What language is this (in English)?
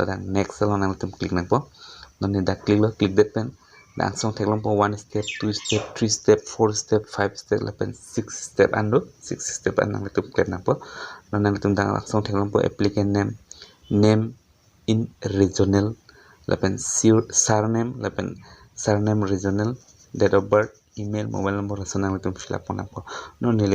Karbi